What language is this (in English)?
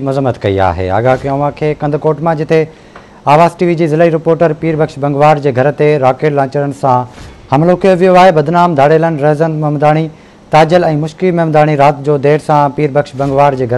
Sindhi